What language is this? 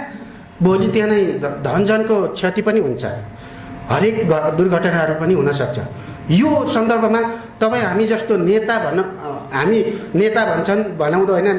Nepali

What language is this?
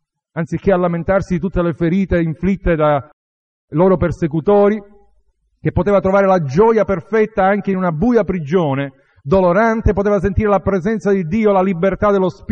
Italian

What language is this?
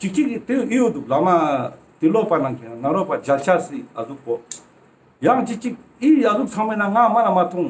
Ladakhi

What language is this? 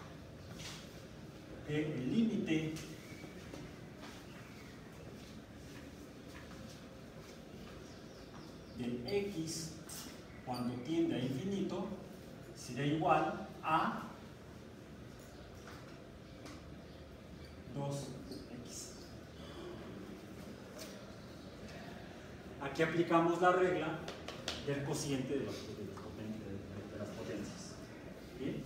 Spanish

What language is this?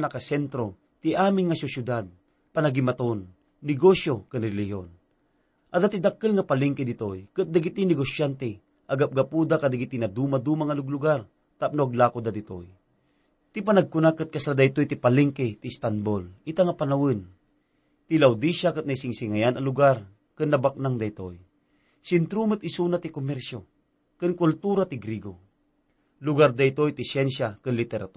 Iloko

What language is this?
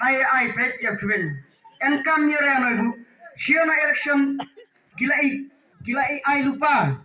Khasi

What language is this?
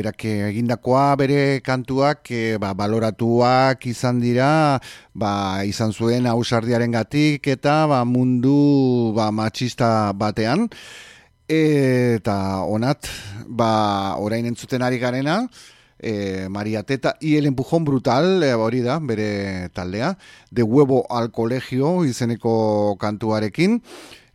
Basque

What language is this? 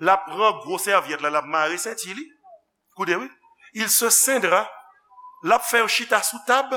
Haitian Creole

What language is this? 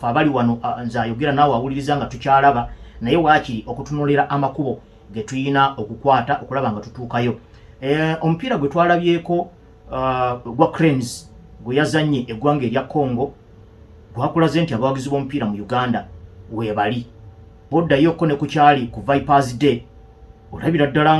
Ganda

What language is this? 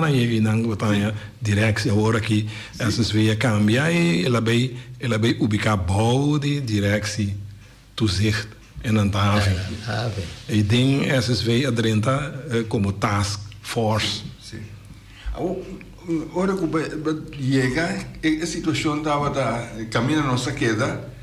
Papiamento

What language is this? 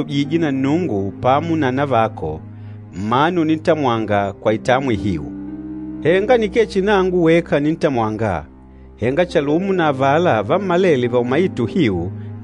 Makonde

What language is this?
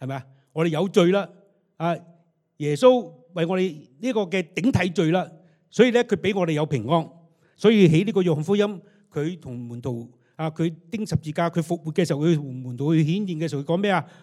Cantonese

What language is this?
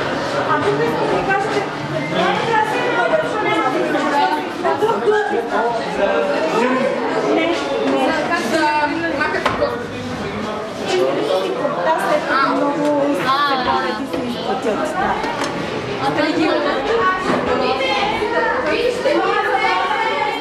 Bulgarian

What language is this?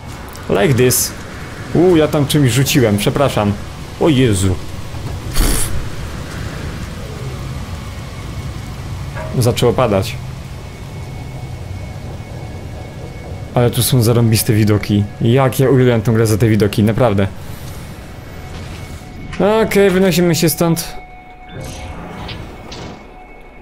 Polish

